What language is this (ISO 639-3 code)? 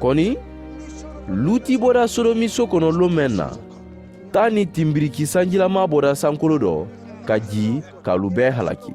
man